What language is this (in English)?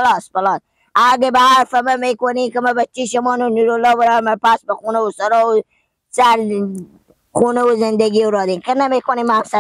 Hazaragi